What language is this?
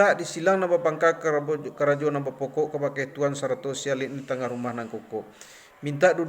Minangkabau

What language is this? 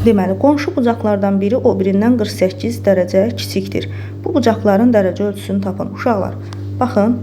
Azerbaijani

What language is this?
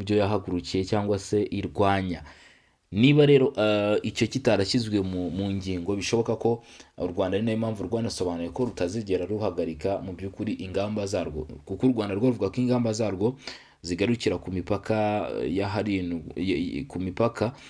Kinyarwanda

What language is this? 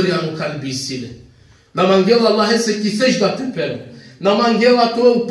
Balkan Romani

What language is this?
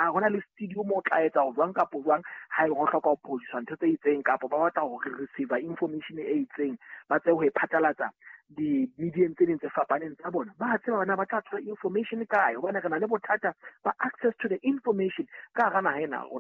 Southern Sotho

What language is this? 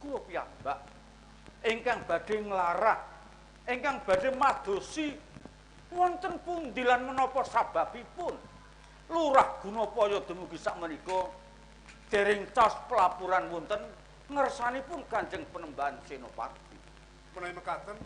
Javanese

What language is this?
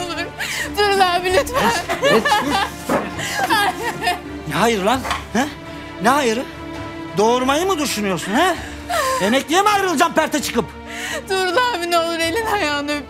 Turkish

